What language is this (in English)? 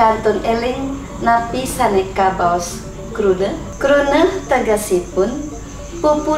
Balinese